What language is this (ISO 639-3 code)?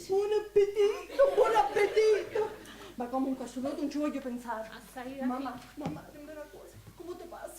scn